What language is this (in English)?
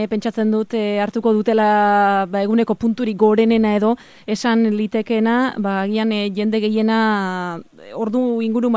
Basque